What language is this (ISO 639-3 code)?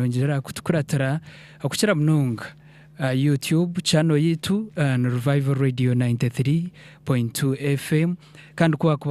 nyn